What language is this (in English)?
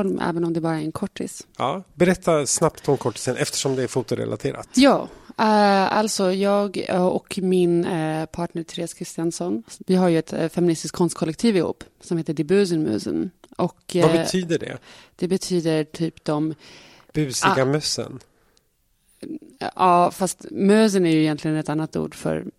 Swedish